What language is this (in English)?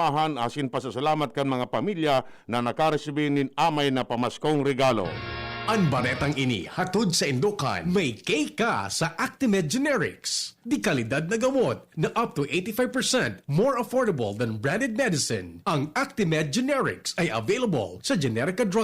Bikol